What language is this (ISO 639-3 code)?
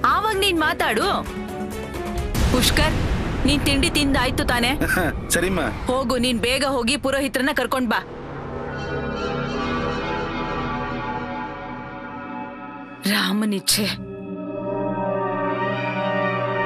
kan